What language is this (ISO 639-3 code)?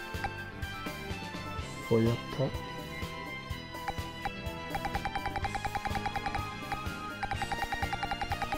spa